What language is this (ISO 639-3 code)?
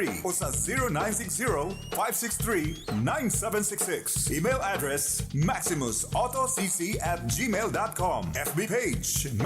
bik